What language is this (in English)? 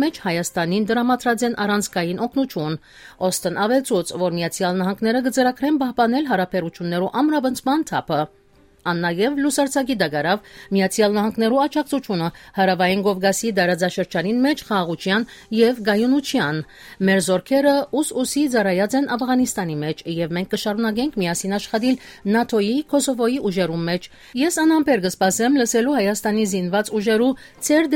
Western Armenian